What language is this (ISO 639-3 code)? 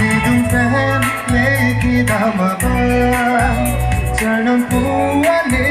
mjw